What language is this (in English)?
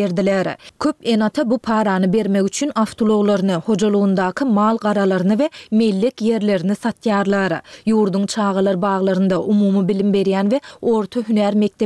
Turkmen